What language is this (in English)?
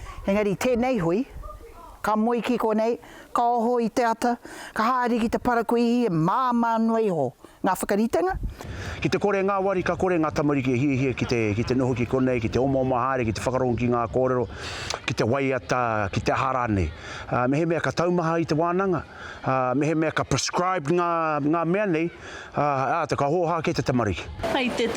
Māori